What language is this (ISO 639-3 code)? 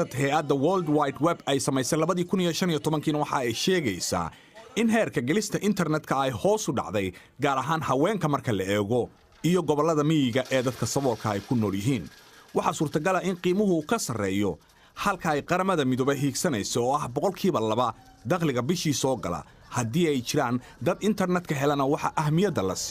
som